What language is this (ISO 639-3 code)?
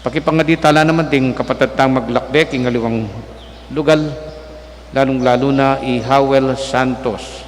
pam